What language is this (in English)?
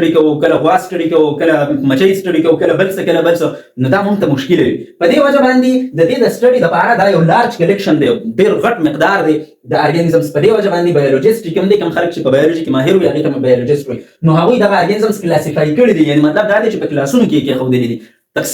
Pashto